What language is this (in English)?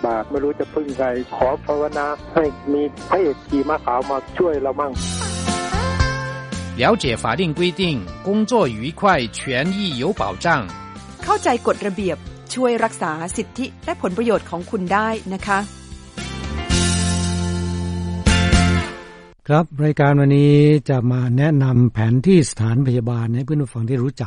Thai